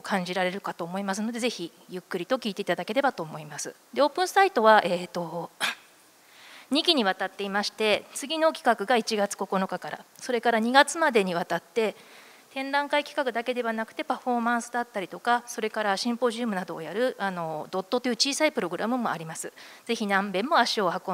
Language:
Japanese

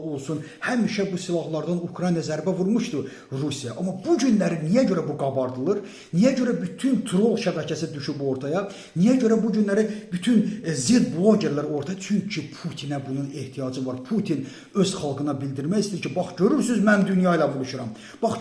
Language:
Azerbaijani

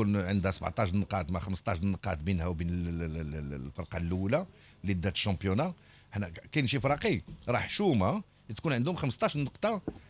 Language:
Moroccan Arabic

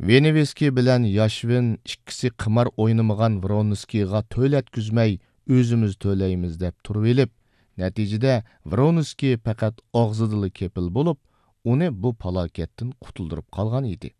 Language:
Uyghur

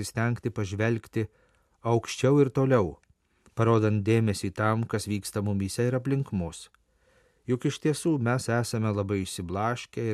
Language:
Lithuanian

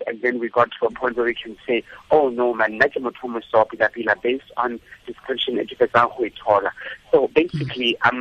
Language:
Tswana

